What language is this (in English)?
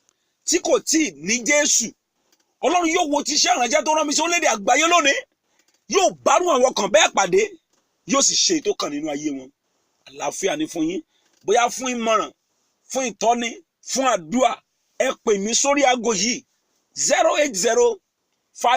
Yoruba